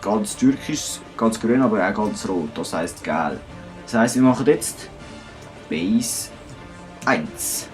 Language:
Swiss German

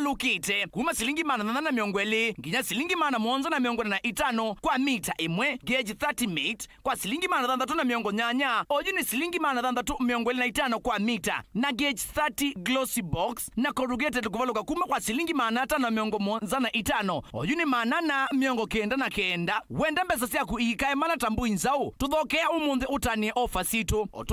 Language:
Kamba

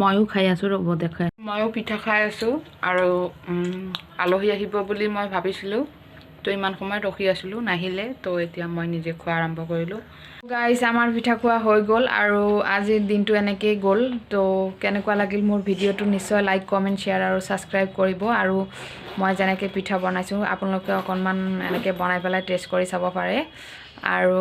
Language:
Assamese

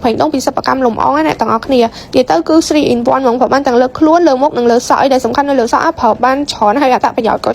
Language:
Khmer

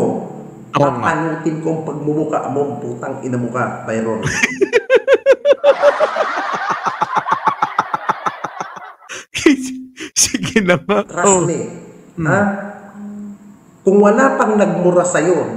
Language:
Filipino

